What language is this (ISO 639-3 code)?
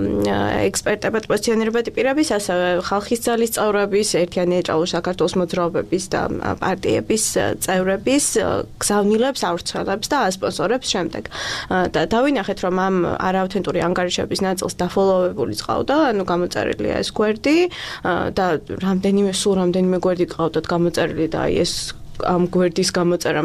kat